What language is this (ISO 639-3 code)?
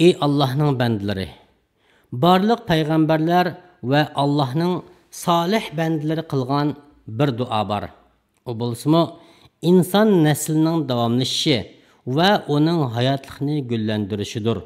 uig